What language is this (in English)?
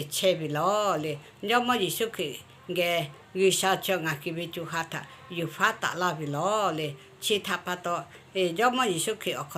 Lahu